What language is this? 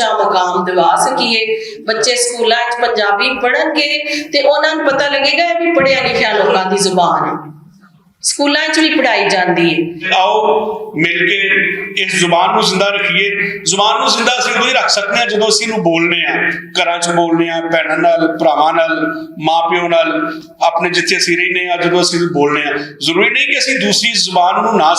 Western Panjabi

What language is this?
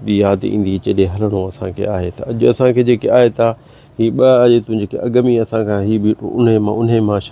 Sindhi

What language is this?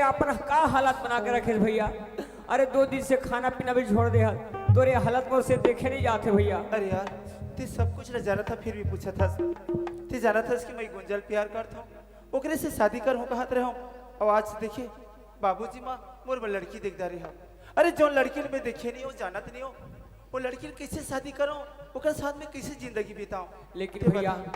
Chhattisgarhi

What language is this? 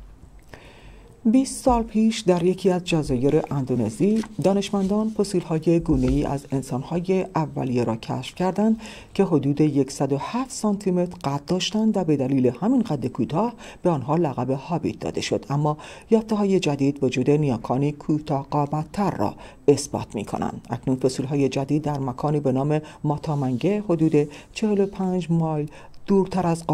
Persian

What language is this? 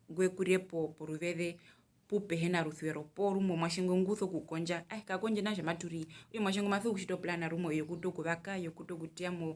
Herero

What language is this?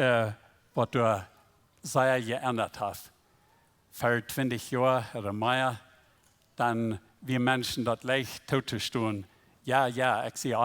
Plautdietsch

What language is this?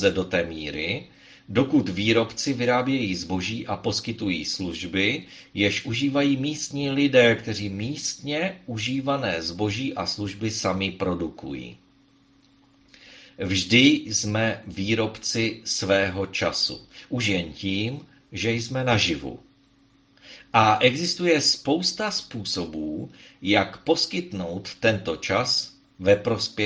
Czech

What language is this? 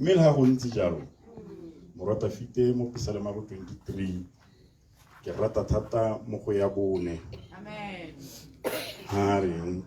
Tswana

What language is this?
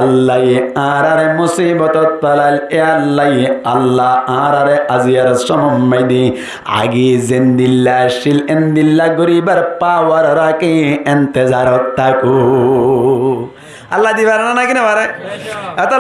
Rohingya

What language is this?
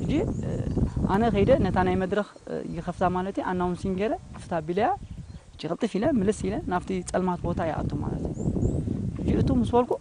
Tigrinya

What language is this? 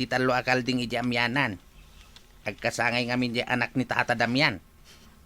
Iloko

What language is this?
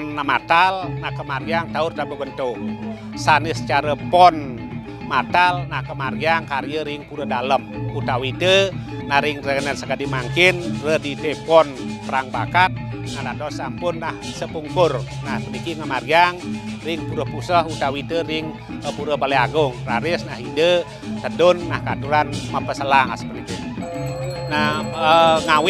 Balinese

